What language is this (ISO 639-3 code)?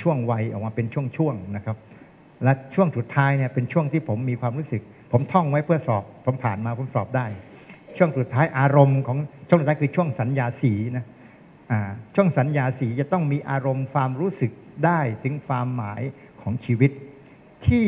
tha